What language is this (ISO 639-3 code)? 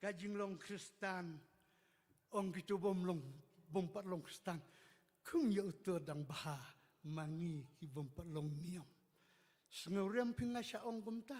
kha